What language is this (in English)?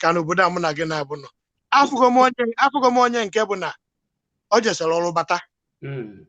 Igbo